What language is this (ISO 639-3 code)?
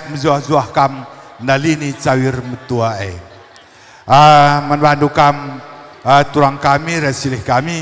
btx